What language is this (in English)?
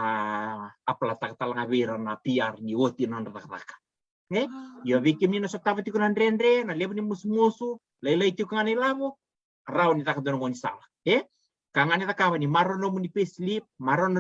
Fijian